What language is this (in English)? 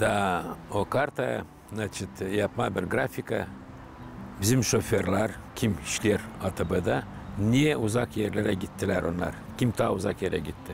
Gagauz